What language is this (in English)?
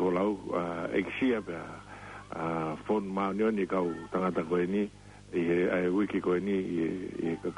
Tongan